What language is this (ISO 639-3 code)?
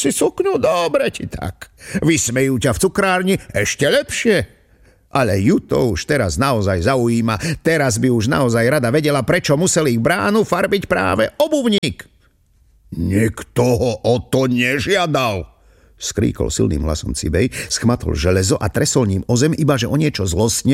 slk